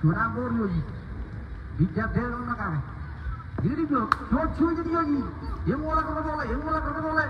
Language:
Marshallese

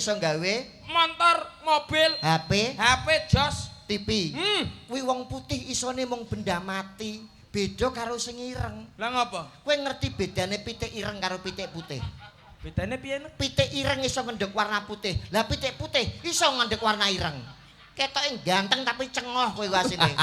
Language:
Javanese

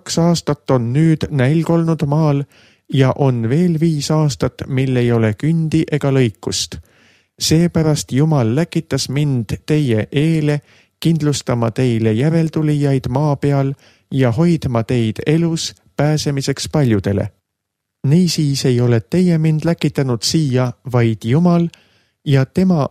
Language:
Estonian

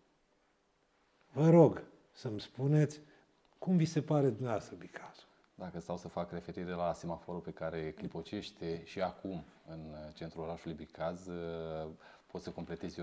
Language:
Romanian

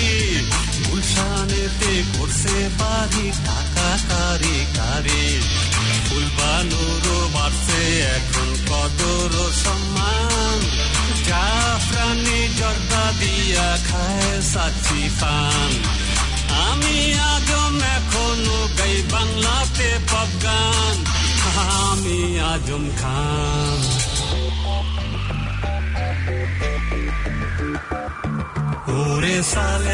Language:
Bangla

